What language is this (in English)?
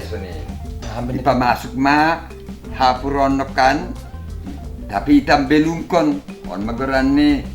Batak Simalungun